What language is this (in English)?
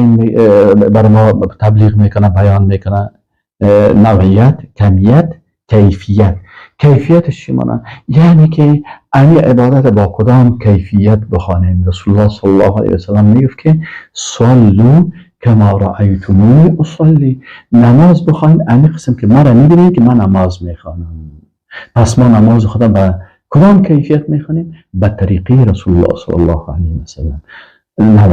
Persian